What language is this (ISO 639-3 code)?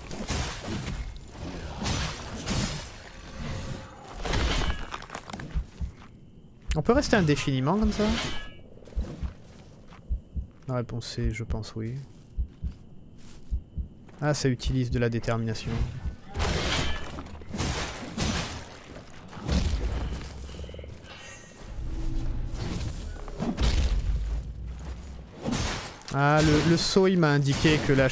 fra